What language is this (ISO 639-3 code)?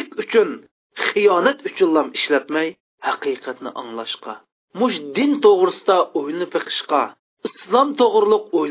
uig